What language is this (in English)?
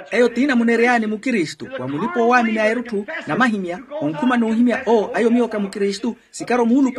Makhuwa